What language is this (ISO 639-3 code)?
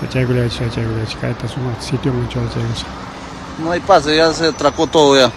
quy